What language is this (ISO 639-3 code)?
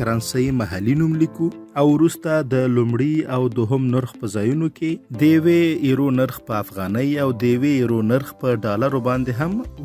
pus